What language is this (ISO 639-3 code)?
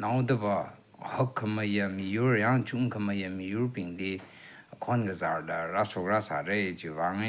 nmf